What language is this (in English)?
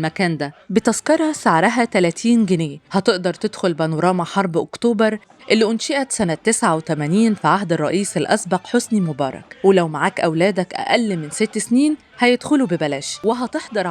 Egyptian Arabic